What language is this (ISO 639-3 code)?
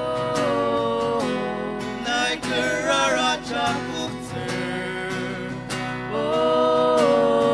njo